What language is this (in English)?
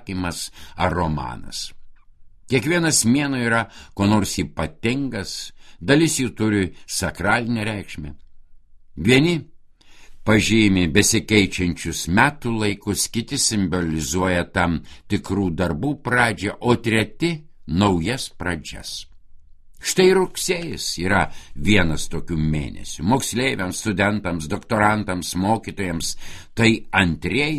Lithuanian